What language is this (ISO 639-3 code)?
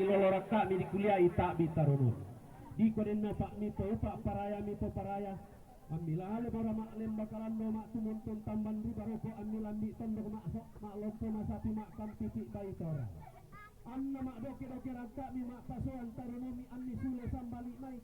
sda